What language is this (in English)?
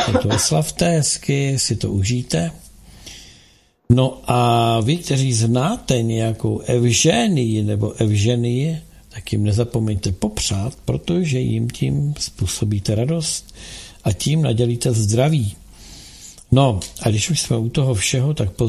Czech